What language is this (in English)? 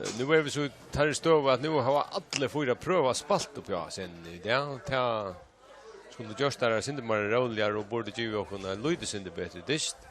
Faroese